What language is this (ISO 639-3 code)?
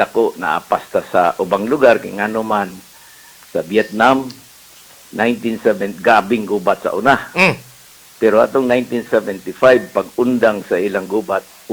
ceb